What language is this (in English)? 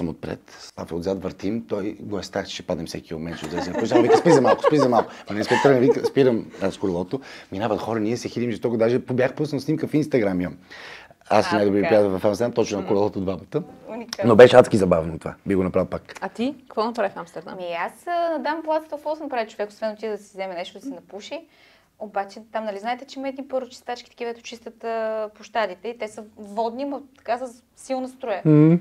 Bulgarian